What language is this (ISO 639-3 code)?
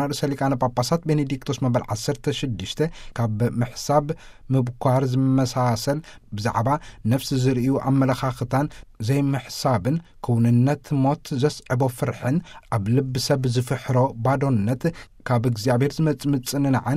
tir